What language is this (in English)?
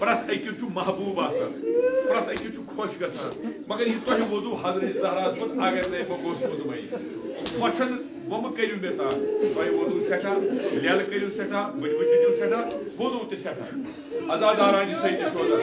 Kashmiri